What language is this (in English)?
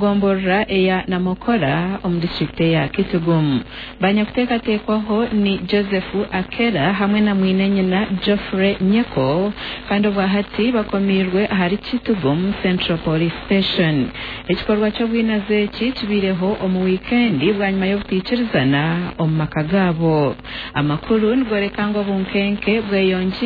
Nyankole